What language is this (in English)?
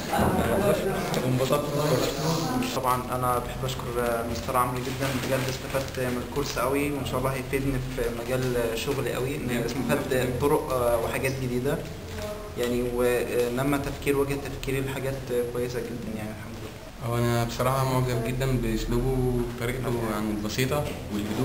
Egyptian Arabic